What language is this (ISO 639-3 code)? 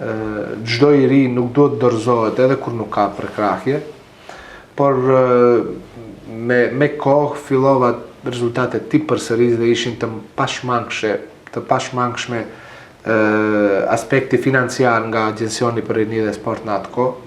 sqi